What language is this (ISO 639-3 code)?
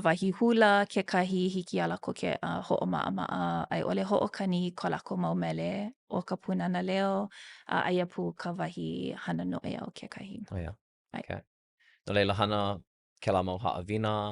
haw